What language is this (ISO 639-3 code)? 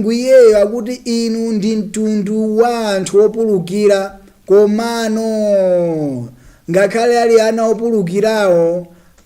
nya